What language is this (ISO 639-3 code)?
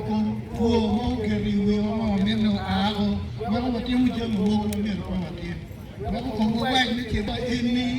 ach